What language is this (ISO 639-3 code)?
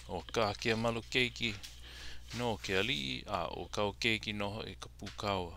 haw